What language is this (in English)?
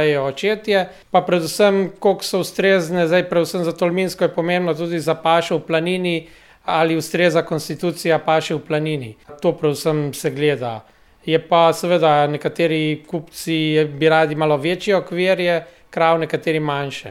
Slovenian